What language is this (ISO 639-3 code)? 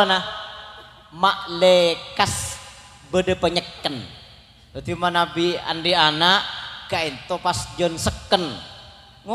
mad